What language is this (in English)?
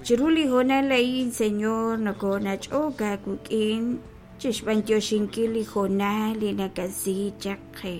Kekchí